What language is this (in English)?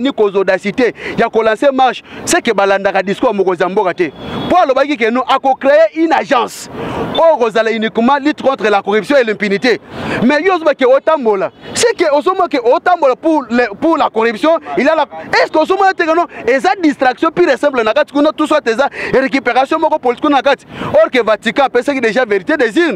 Lingala